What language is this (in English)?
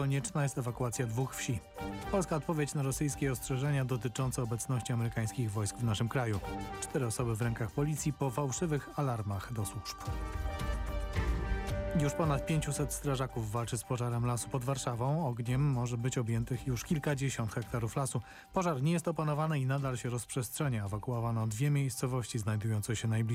Polish